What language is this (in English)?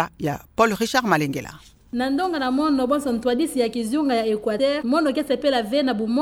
Kituba (Democratic Republic of Congo)